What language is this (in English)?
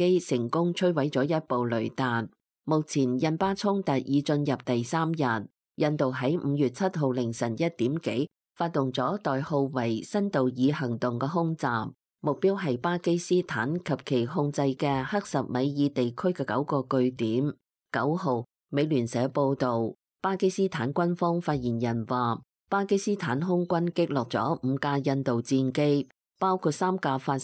Cantonese